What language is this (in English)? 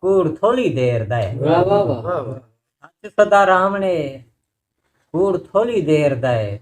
Saraiki